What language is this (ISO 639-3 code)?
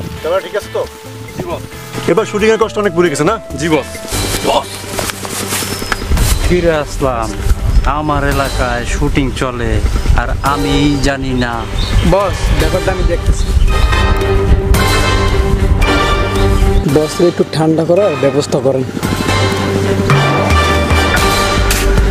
ben